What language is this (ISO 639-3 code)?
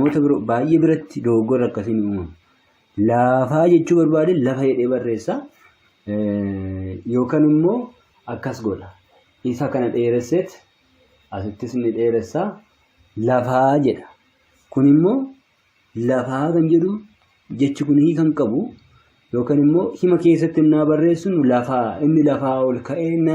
orm